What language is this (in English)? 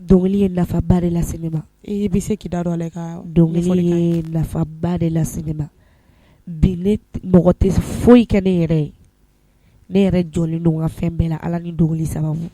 Bambara